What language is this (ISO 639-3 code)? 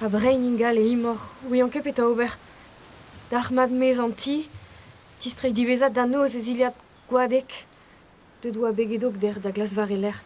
bre